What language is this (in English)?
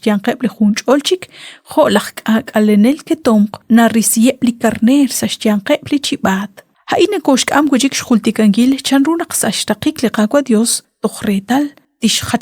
Kekchí